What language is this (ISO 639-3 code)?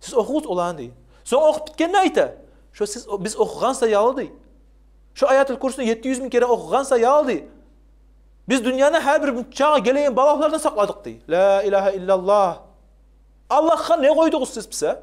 kum